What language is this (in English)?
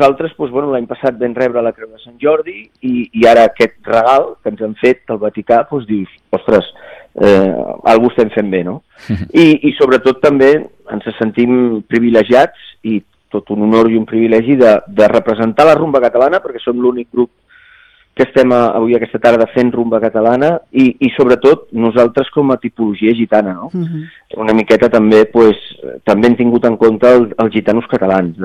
Catalan